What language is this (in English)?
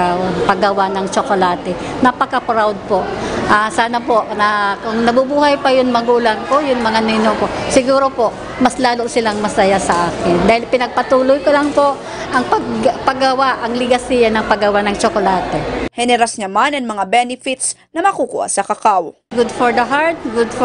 Bikol